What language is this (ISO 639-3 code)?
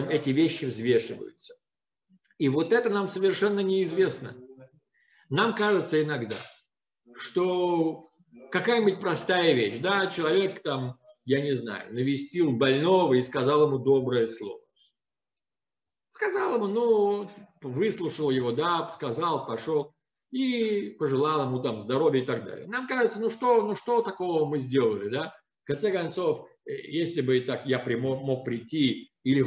rus